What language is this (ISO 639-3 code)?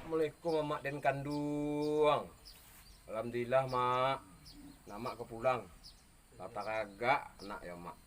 min